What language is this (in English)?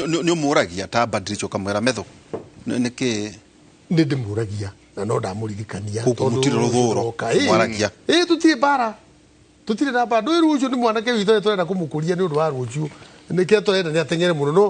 Kikuyu